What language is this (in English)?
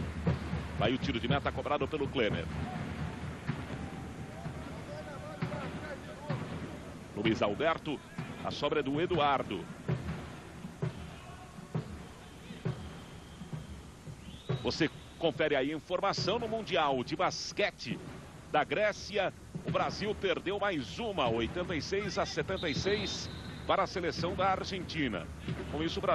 Portuguese